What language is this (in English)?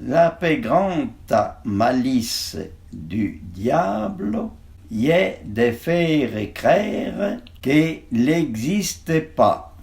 Arpitan